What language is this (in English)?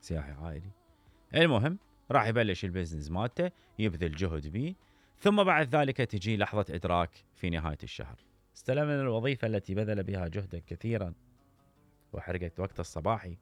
Mesopotamian Arabic